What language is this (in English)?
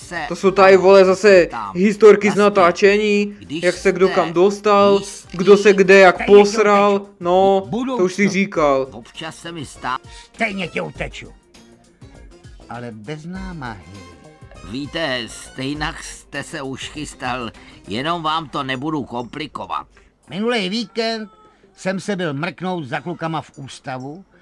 Czech